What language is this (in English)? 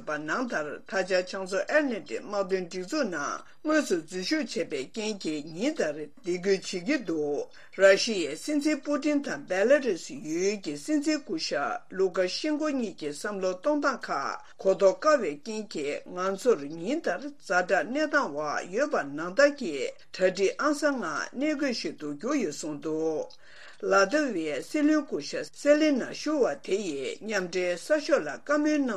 Tibetan